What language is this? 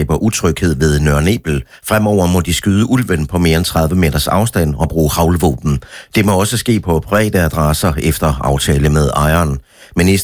Danish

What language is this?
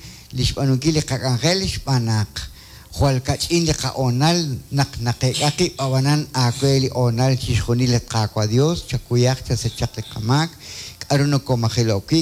Kekchí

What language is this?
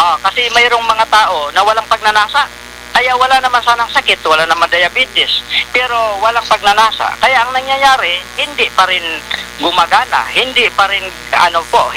Filipino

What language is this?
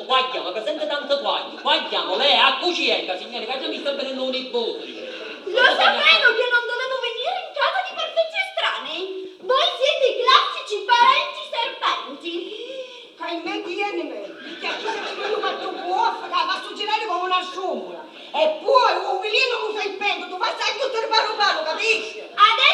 Sicilian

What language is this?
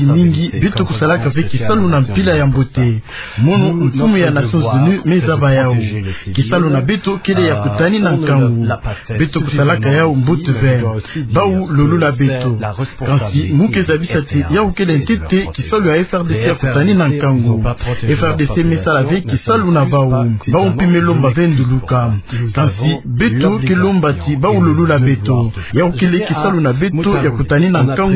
Kituba (Democratic Republic of Congo)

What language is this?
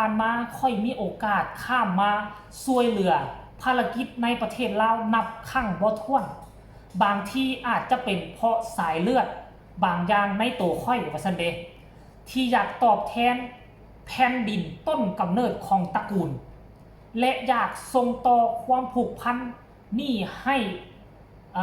Lao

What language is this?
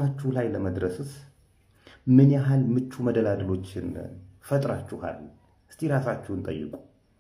Amharic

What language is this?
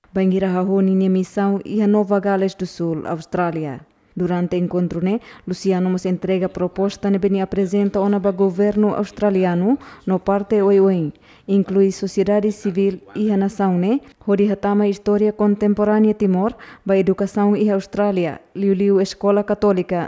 Tetum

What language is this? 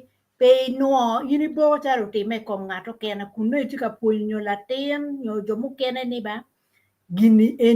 Acoli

